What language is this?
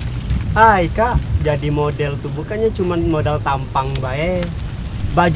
Musi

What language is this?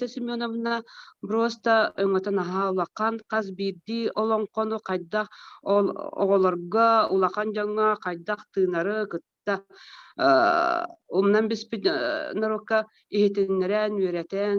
Yakut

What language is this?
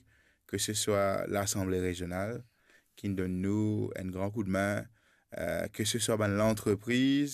Morisyen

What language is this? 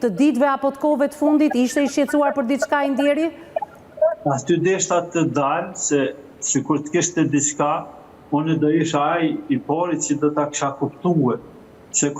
Albanian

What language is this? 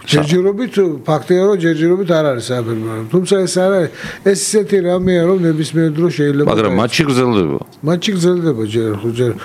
Georgian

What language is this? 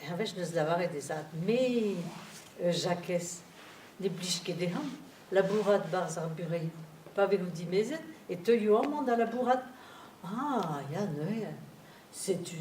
Breton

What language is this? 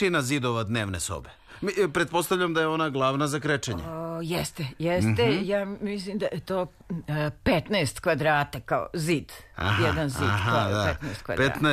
Serbian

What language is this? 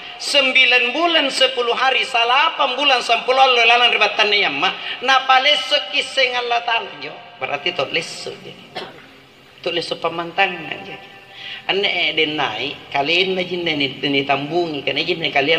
Makasar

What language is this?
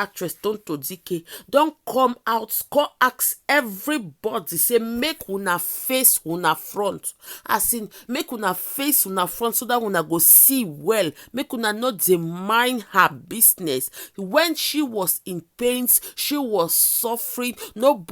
Nigerian Pidgin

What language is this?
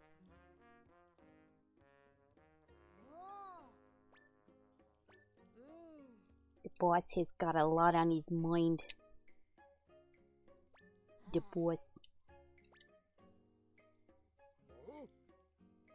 English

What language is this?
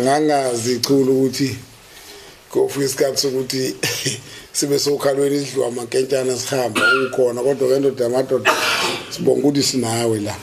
Zulu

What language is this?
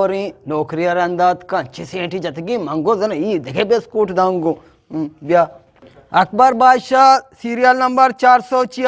Eastern Balochi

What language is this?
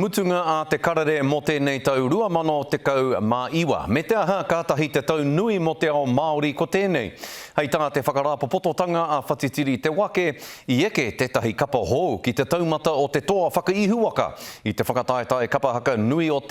Māori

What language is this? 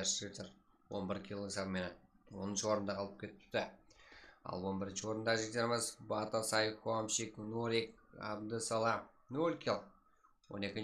Kara-Kalpak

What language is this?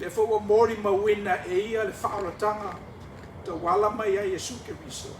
Samoan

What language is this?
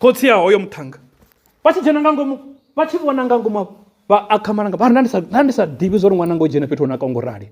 Venda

